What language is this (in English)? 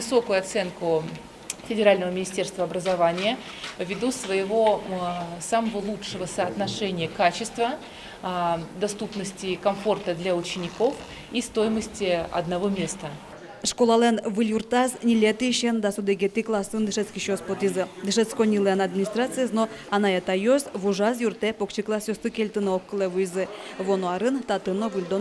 Udmurt